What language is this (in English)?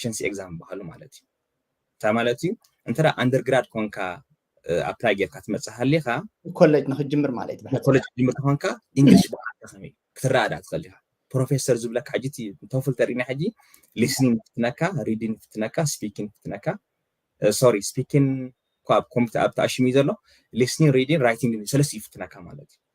Tigrinya